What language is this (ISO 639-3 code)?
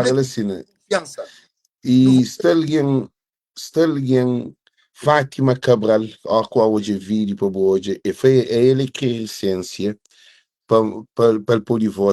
kea